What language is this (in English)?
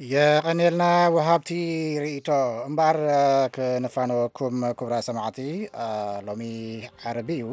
Tigrinya